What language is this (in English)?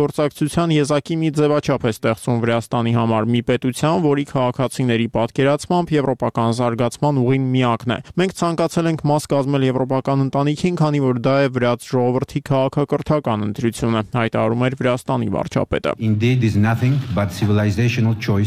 Armenian